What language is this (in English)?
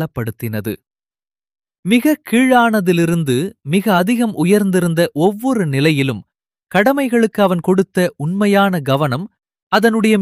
Tamil